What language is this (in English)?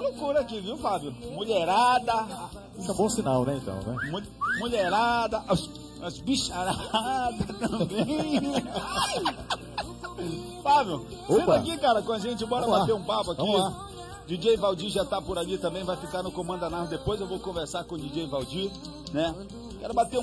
Portuguese